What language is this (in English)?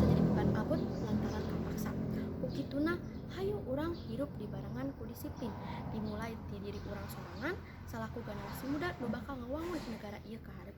Sundanese